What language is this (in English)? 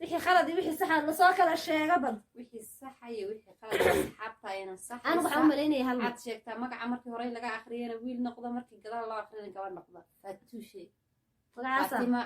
Somali